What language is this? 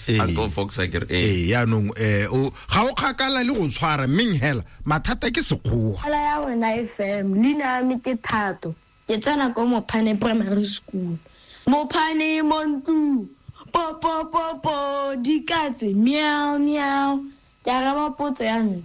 Tswana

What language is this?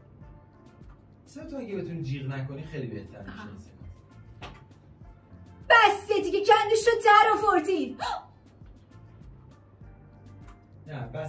Persian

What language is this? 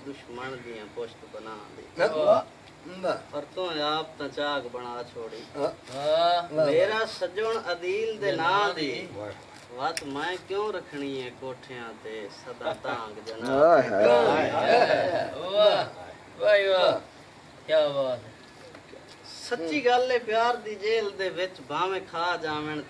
Punjabi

